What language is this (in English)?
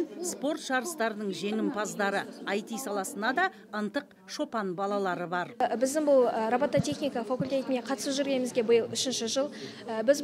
Kazakh